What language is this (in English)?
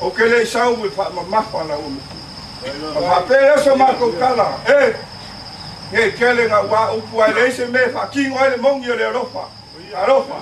Samoan